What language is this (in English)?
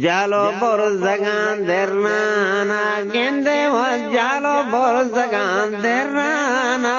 Eastern Balochi